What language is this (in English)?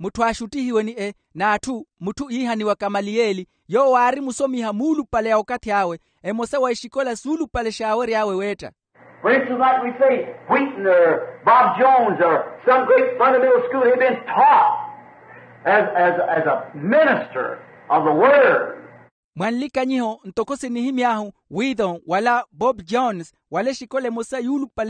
Makhuwa